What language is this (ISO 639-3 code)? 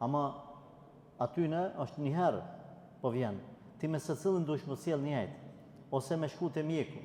sqi